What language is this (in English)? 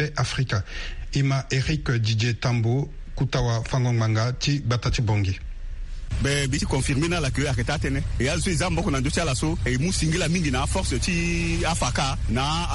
Sango